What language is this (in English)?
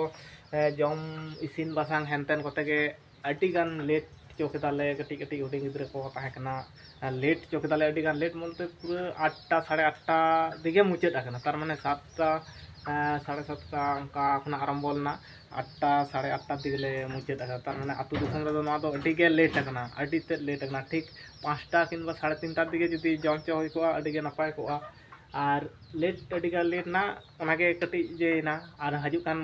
Santali